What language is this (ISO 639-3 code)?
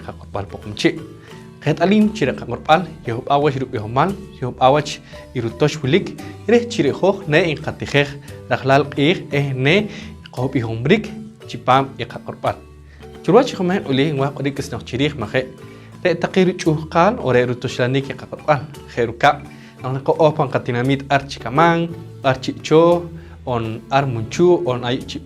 poh